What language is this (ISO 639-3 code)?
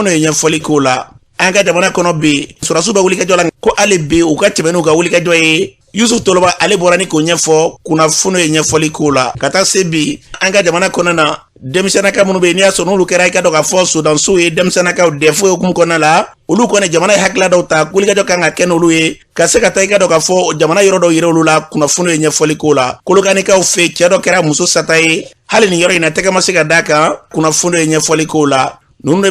bam